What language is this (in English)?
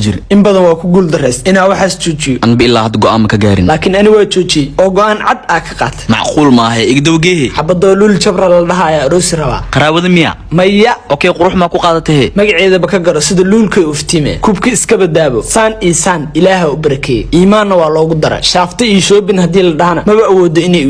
Somali